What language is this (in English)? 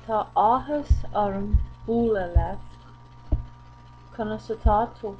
Irish